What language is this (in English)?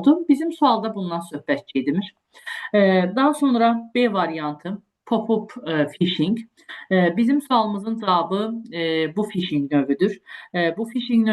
Azerbaijani